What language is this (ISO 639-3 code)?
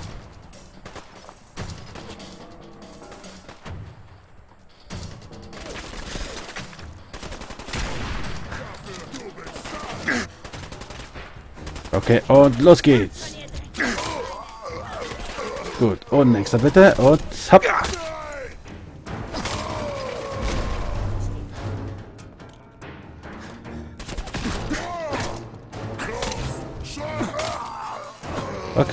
deu